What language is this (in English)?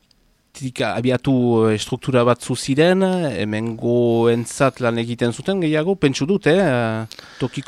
Basque